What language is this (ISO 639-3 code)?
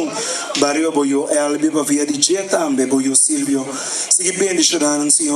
pap